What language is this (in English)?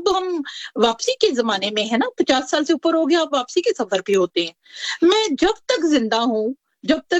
Urdu